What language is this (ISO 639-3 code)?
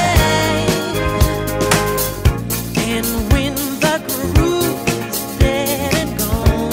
eng